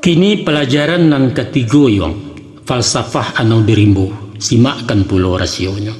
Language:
Minangkabau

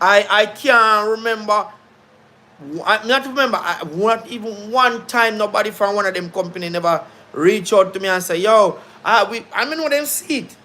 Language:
Jamaican Creole English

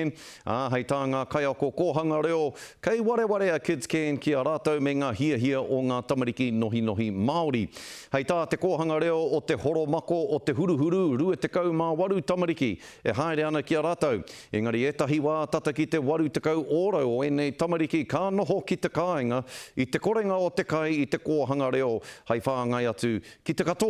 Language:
Māori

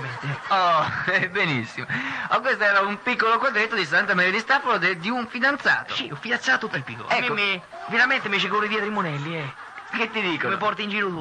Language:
Italian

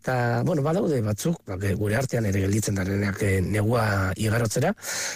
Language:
Basque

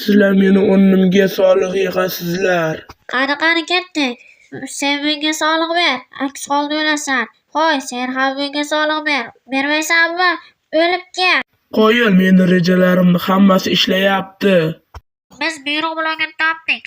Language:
Uzbek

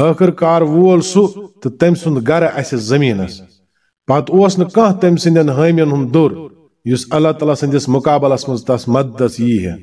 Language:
Kashmiri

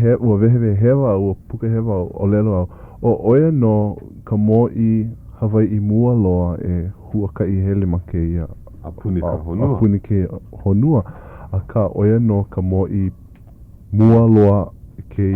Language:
Hawaiian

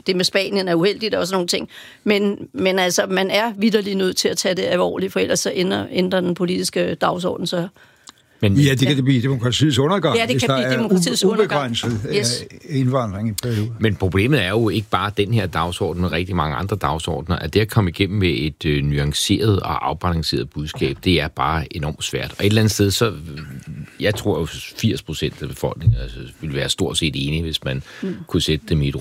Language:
Danish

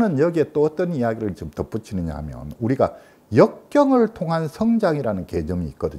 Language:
Korean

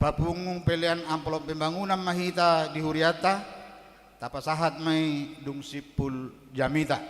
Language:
Batak Toba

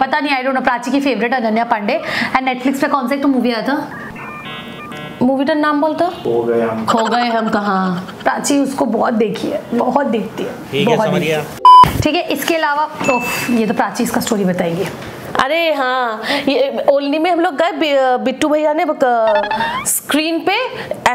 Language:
Hindi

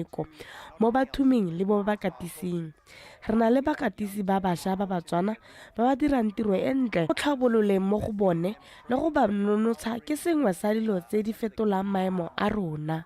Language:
Tswana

